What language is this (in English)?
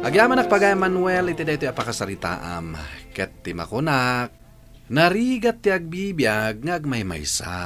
Iloko